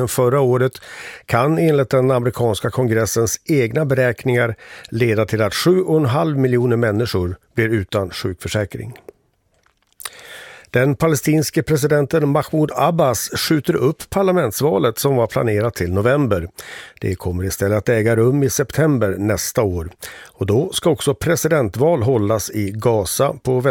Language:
Swedish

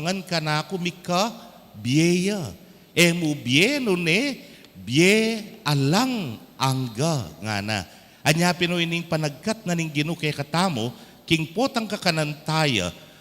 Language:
Pampanga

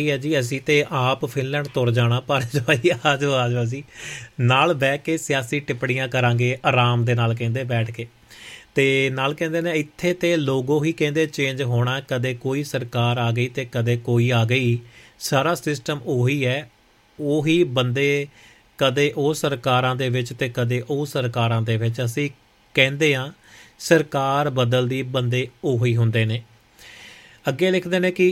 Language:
Punjabi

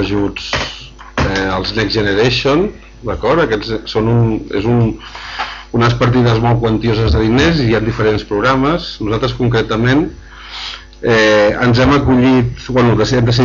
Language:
Catalan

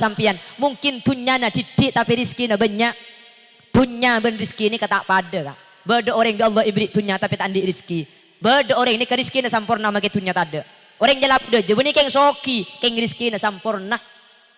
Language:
Madurese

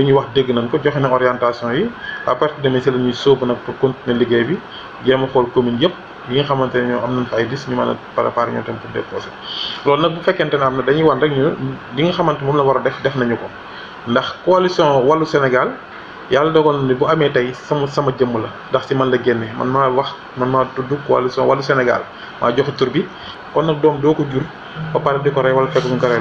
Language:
Wolof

